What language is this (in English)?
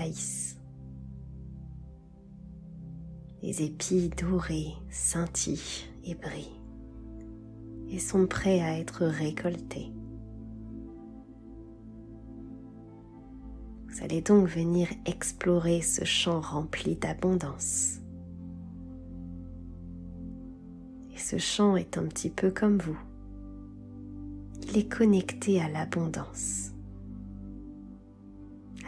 French